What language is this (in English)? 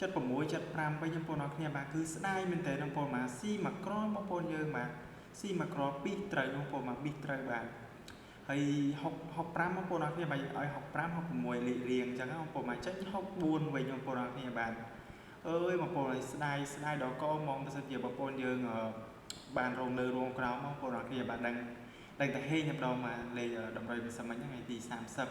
Khmer